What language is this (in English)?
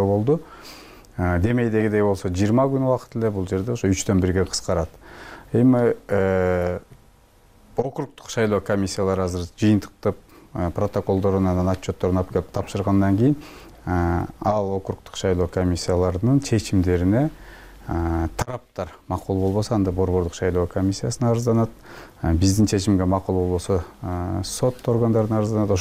Kyrgyz